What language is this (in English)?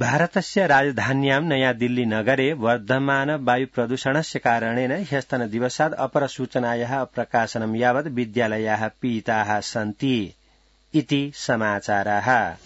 Sanskrit